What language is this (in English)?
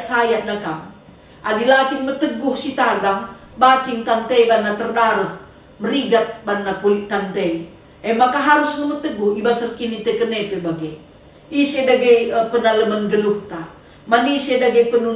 Batak Karo